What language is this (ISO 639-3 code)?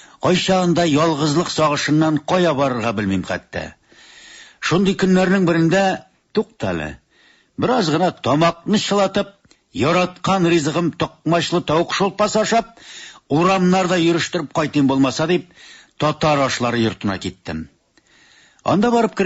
tat